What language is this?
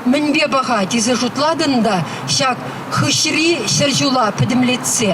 Chuvash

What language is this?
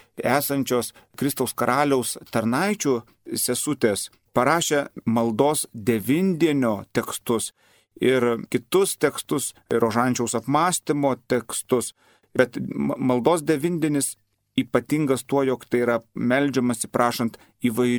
Lithuanian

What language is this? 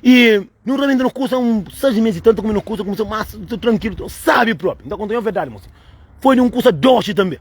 Kabuverdianu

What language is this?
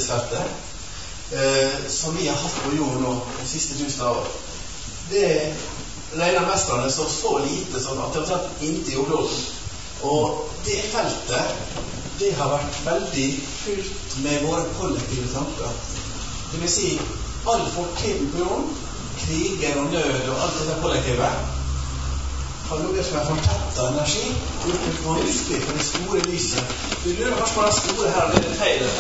Norwegian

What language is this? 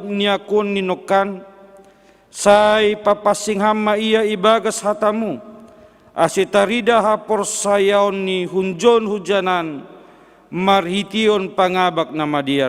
Batak Simalungun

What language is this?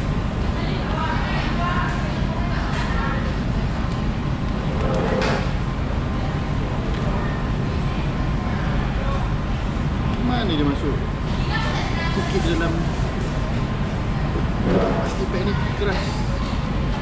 Malay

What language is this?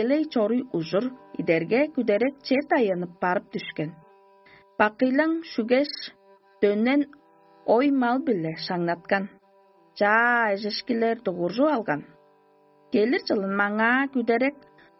Tuvinian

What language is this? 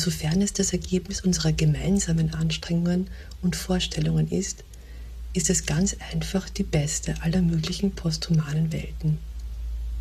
German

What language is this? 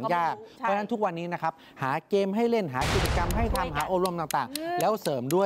Thai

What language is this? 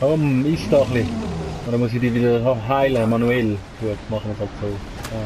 Swiss German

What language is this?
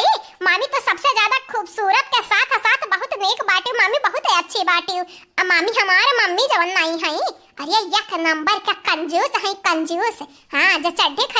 Awadhi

